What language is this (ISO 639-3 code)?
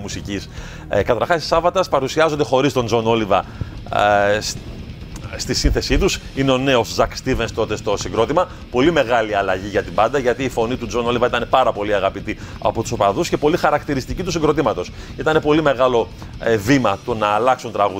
ell